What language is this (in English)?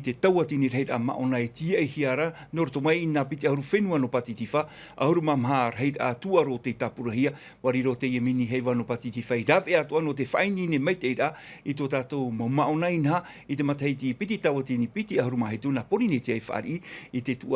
Tahitian